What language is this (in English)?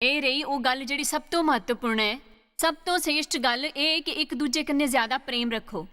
Dogri